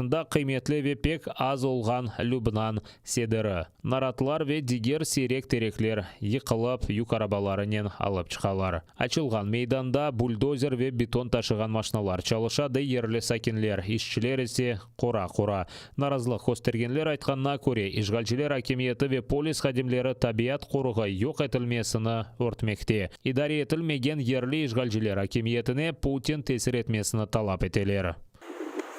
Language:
Crimean Tatar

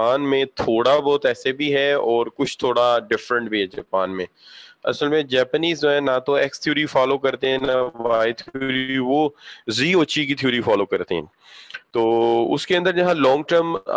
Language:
Urdu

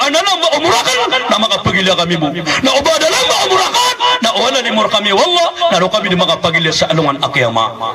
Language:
Maranao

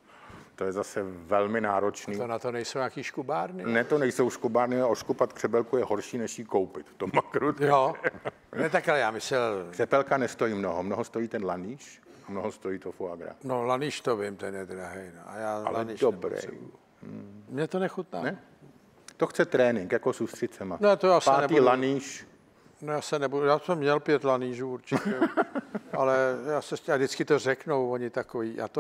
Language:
Czech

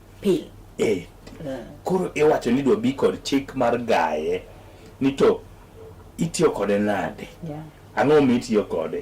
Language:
Luo (Kenya and Tanzania)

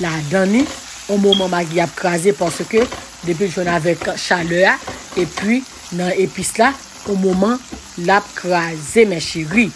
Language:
Haitian Creole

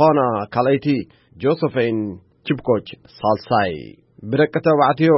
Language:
Tigrinya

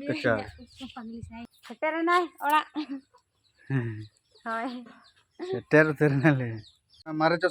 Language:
Santali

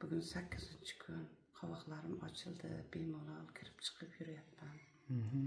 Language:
Uzbek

